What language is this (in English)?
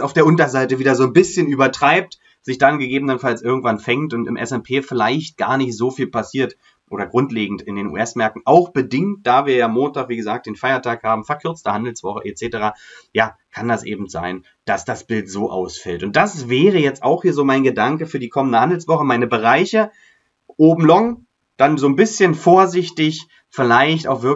German